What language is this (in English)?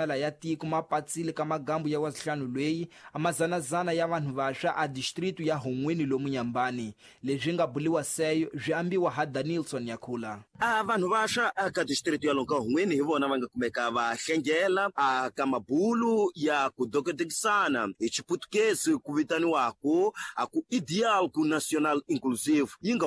Tsonga